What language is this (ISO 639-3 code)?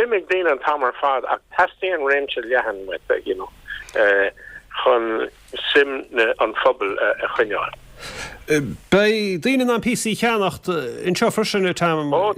gle